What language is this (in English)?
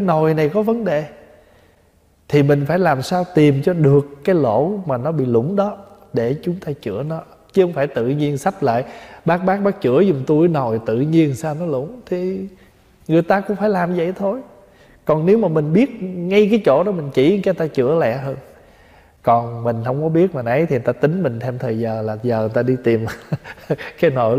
Vietnamese